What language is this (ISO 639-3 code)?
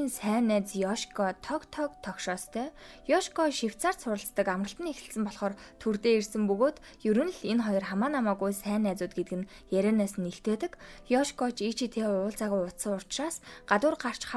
mon